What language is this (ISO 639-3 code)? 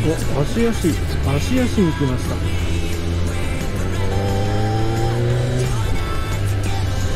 jpn